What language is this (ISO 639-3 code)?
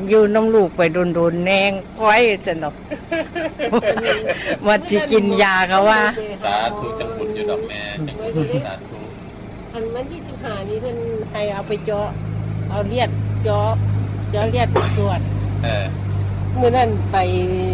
tha